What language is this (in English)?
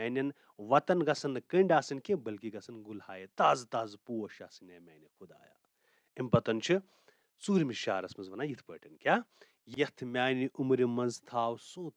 Kashmiri